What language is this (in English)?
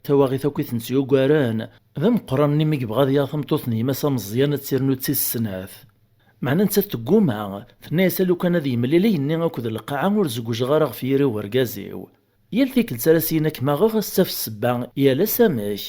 Kabyle